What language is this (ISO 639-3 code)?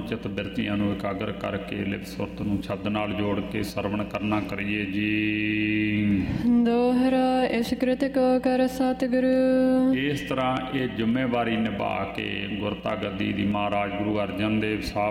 pan